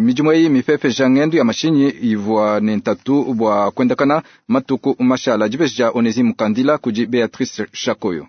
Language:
Luba-Lulua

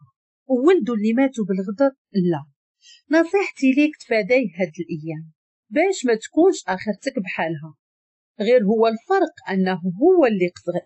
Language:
Moroccan Arabic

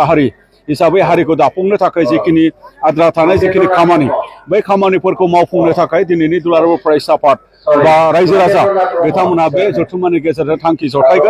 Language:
Bodo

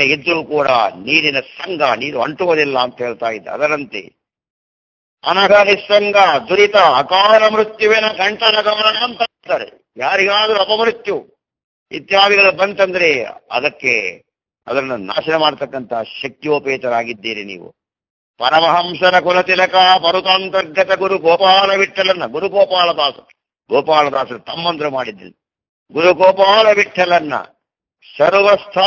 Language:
Kannada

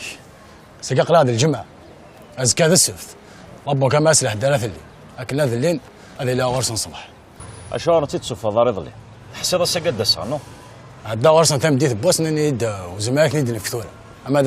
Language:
Kabyle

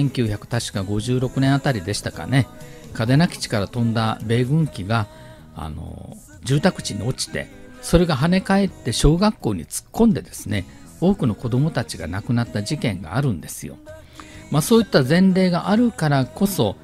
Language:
Japanese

